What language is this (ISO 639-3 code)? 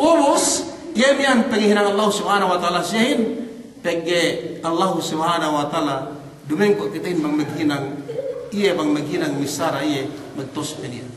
yka